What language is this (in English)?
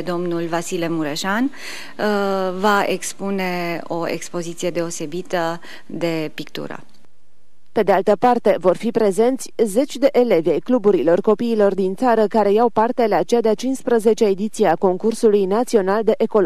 Romanian